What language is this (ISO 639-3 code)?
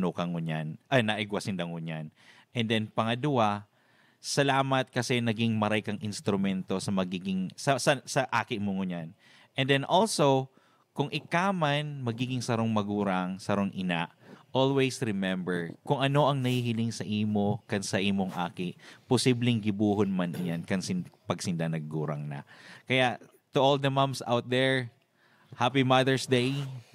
bik